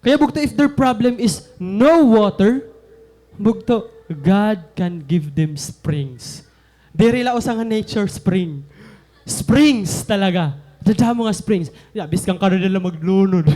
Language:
Waray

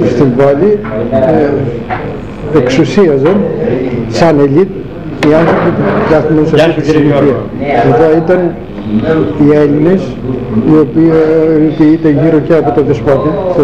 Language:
Greek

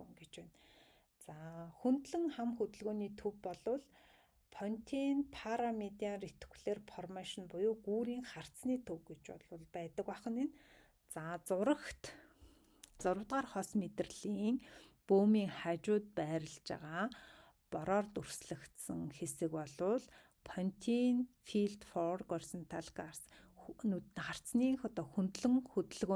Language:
Mongolian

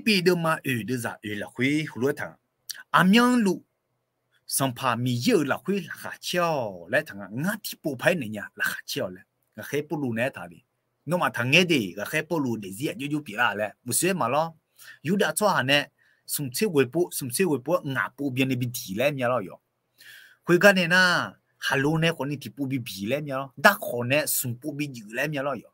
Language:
Akha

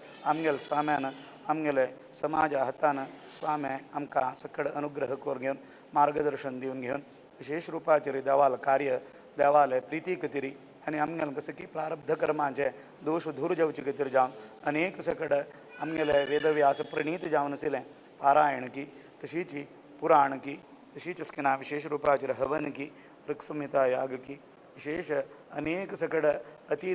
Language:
Konkani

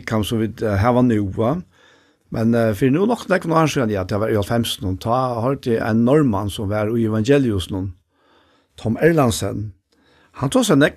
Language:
Faroese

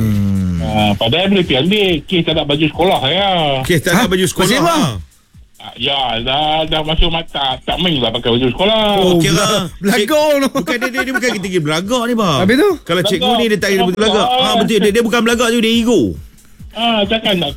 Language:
Malay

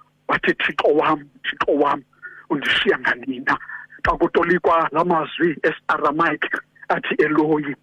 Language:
Xhosa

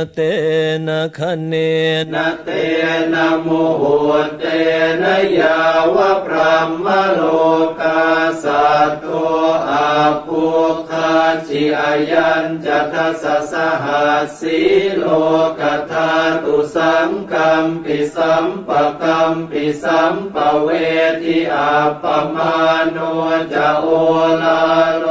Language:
Pali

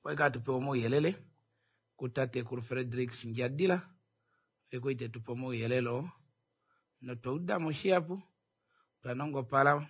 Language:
Kuanyama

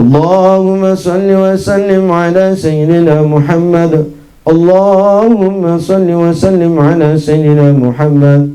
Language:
Buginese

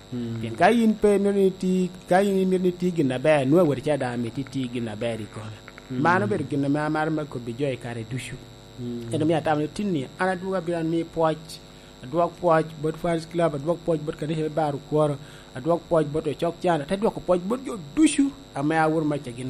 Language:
Lango (Uganda)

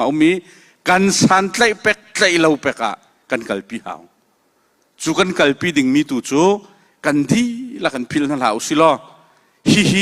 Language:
Hakha Chin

